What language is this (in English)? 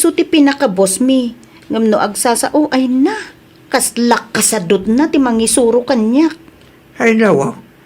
Iloko